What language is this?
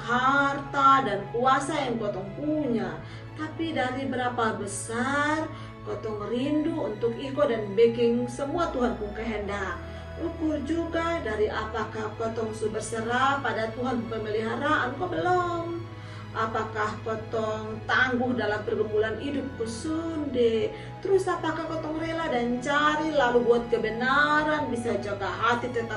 Kupang Malay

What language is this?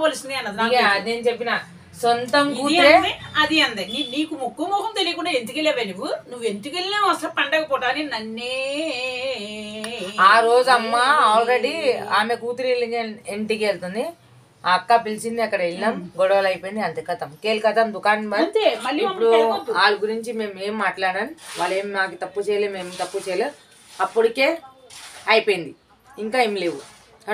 Telugu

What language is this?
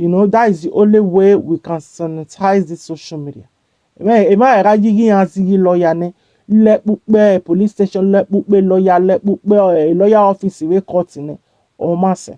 Nigerian Pidgin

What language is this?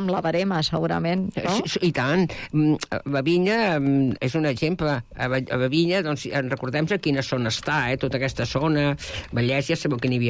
Catalan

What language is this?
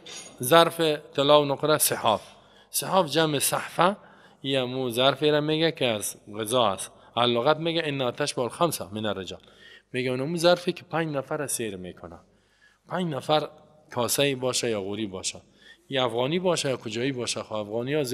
Persian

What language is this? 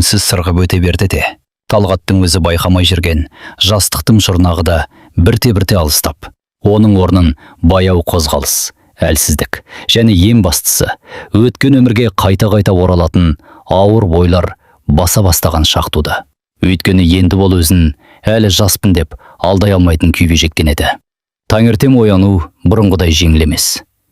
Kazakh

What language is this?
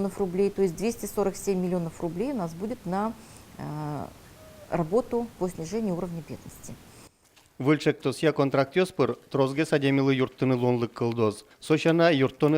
Udmurt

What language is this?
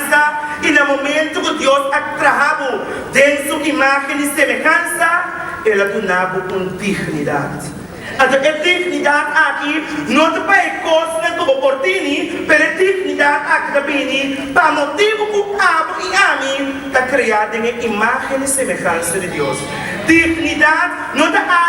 Papiamento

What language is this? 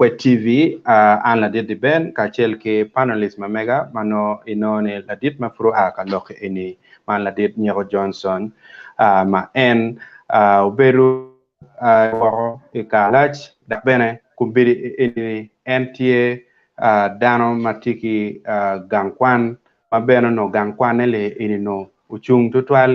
Acoli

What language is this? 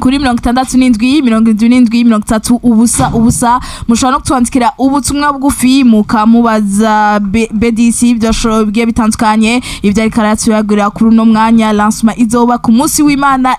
Rundi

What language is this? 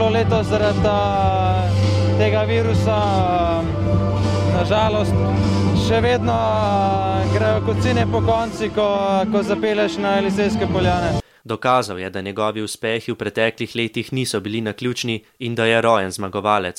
Slovenian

